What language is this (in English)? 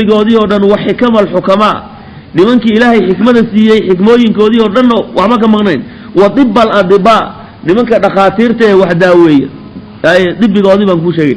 Somali